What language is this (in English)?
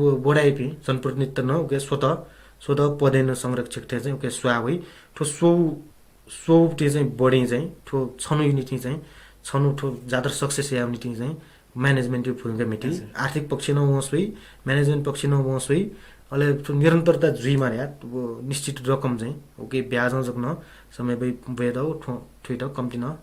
Newari